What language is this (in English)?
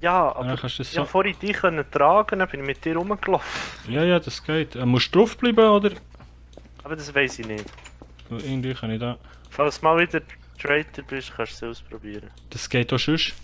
Swiss German